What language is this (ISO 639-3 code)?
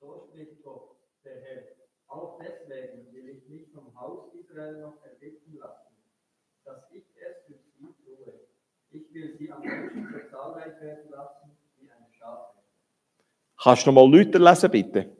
gsw